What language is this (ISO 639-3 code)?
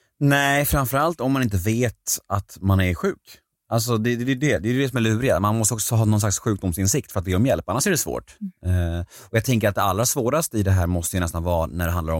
swe